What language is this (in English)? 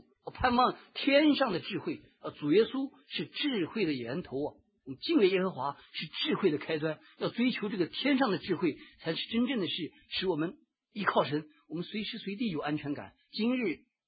Chinese